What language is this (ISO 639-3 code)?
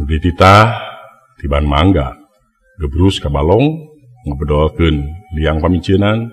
sun